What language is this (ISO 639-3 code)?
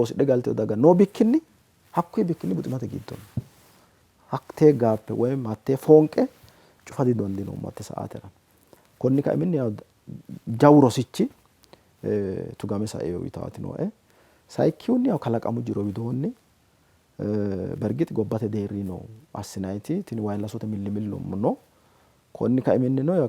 sid